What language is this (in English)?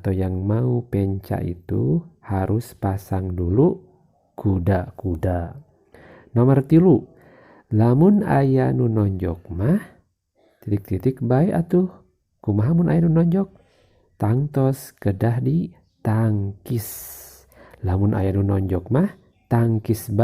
Sundanese